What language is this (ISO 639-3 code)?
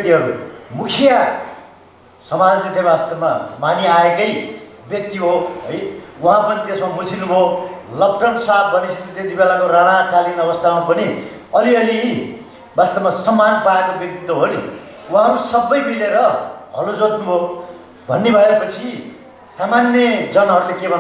nep